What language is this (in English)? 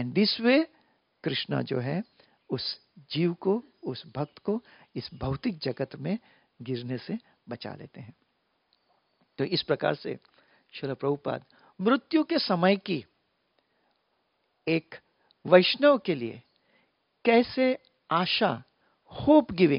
Hindi